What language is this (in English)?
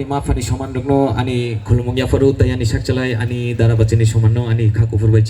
Kok Borok